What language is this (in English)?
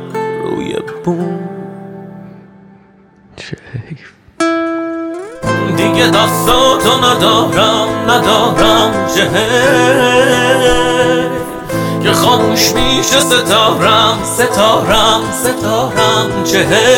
Persian